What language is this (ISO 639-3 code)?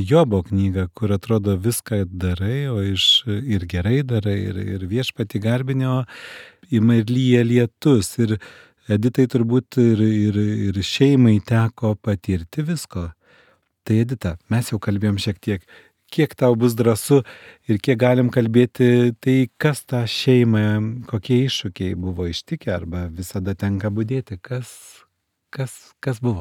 lit